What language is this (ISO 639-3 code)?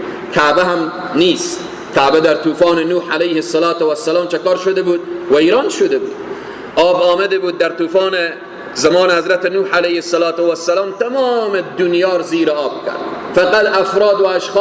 fas